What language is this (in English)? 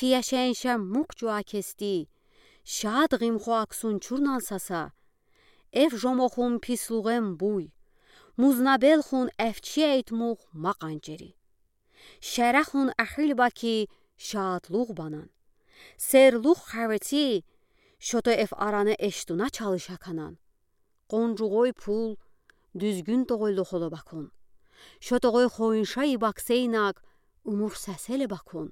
Udi